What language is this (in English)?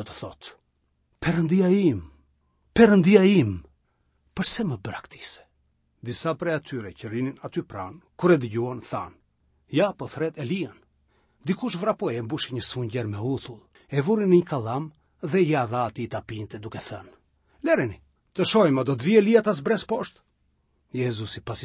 Albanian